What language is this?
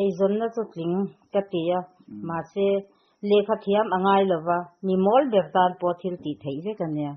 Mizo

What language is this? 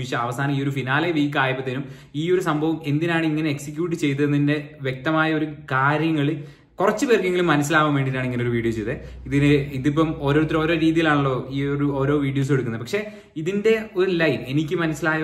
Malayalam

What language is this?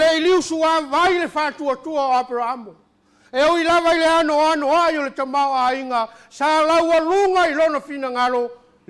Samoan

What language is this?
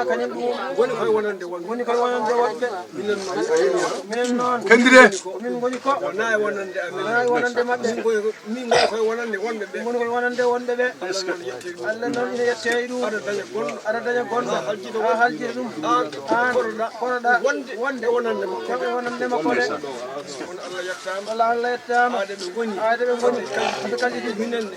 Fula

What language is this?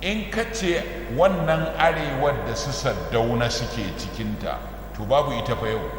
Hausa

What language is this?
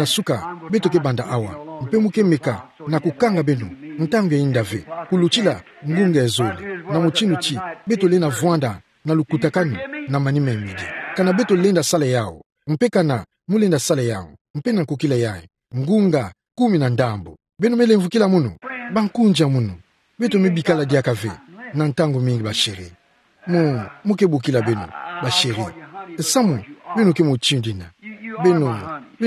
Kituba (Democratic Republic of Congo)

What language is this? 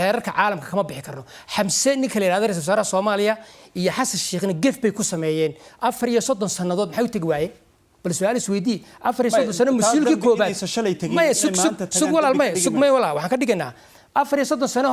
Somali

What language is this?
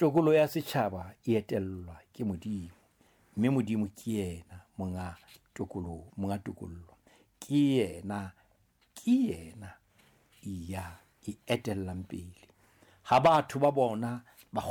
Southern Sotho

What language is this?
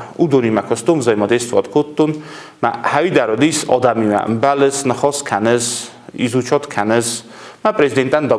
Ossetic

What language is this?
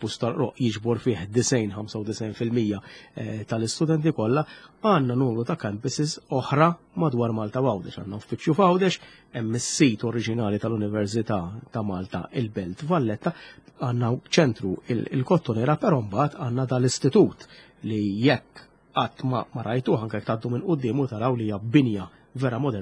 Maltese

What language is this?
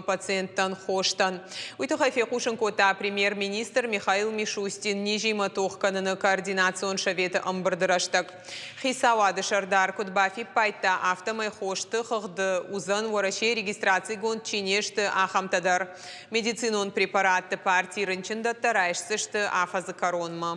Ossetic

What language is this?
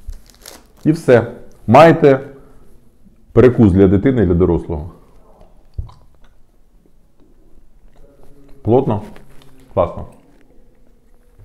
Ukrainian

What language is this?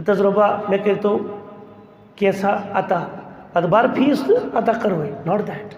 Kashmiri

